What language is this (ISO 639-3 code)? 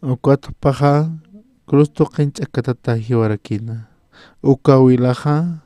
aym